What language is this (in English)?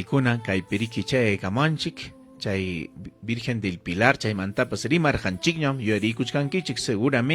Ayacucho Quechua